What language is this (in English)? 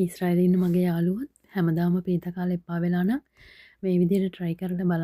Sinhala